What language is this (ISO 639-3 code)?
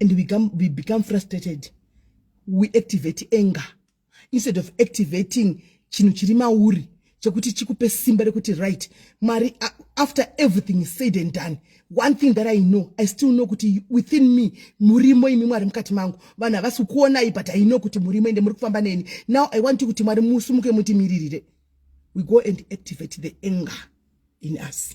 sna